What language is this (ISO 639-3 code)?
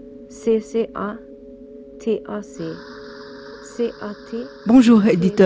fra